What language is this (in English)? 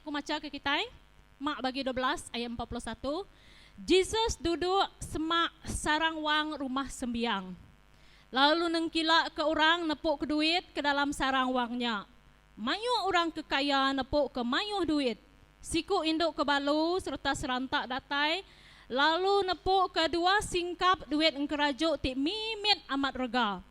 Iban